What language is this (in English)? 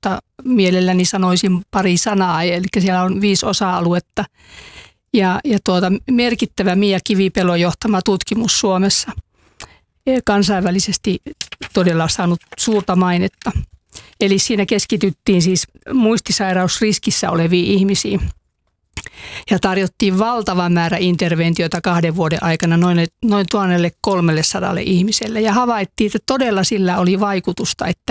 Finnish